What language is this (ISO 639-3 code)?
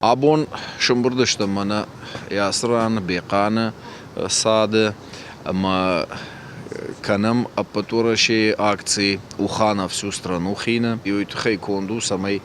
oss